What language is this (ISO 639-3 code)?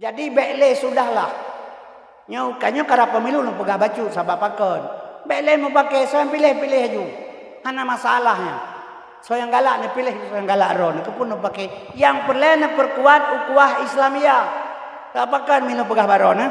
ace